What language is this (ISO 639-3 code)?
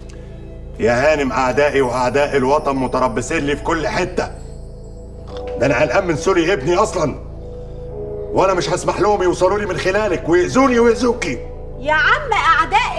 arz